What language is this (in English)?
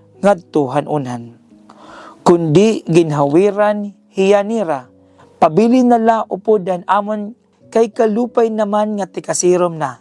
Waray